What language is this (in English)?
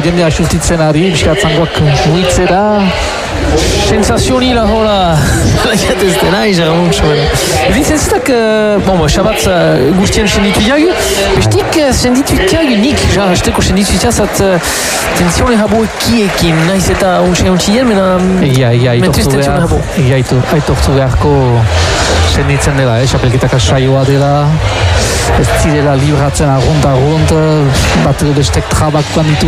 Basque